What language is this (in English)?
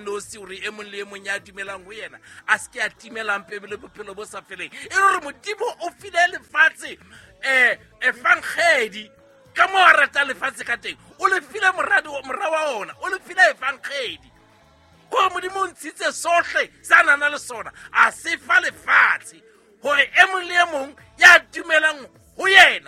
Southern Sotho